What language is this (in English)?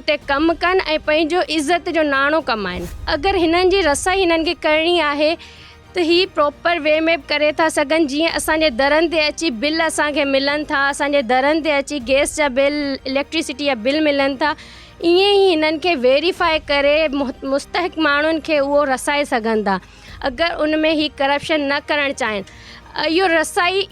Sindhi